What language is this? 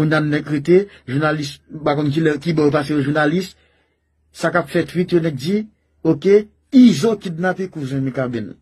Haitian Creole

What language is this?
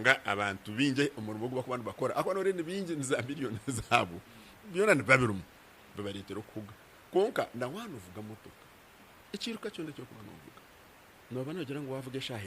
Nyankole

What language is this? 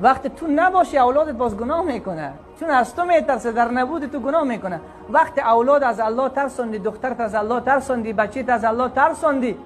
Persian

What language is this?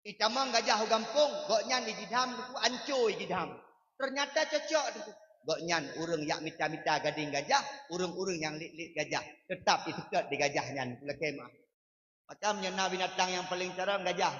Achinese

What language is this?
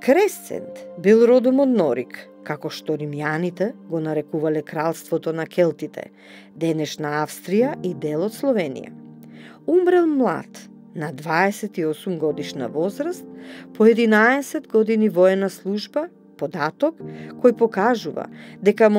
Macedonian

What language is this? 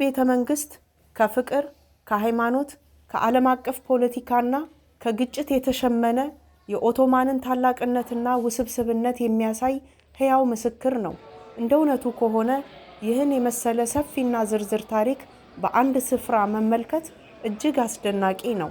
Amharic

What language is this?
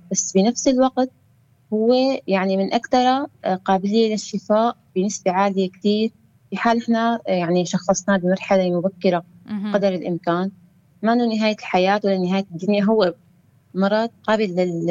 North Levantine Arabic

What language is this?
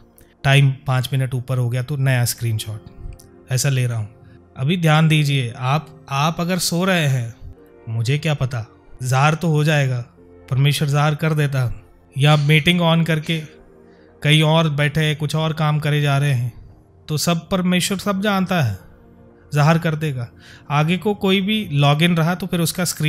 Hindi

